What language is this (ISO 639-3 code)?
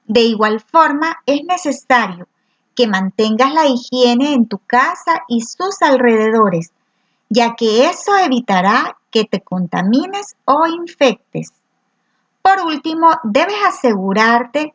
spa